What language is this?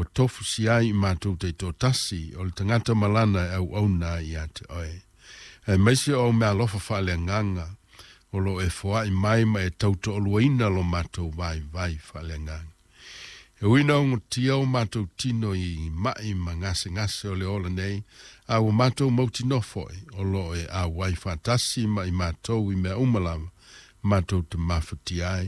Samoan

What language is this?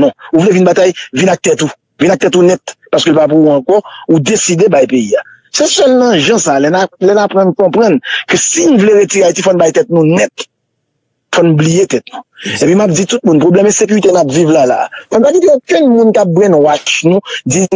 Haitian Creole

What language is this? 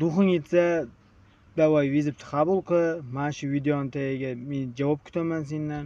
Uzbek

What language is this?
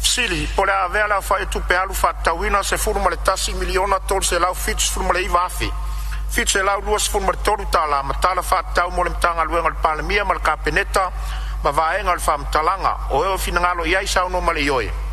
Samoan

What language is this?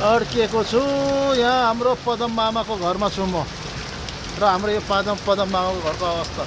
Nepali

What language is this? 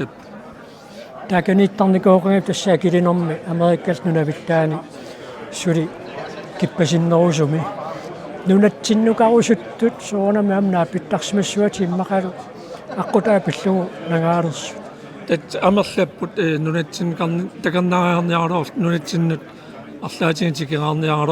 Kalaallisut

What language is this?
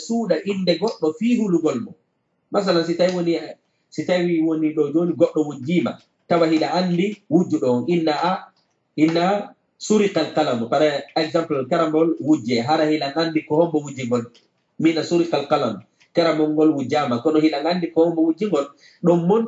Fula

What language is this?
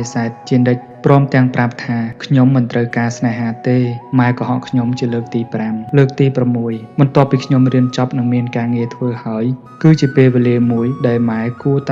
Khmer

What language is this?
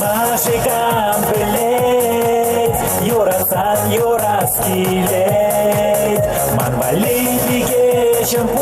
Chuvash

